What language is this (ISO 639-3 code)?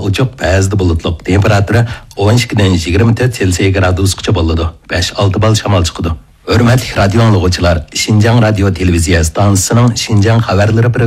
uig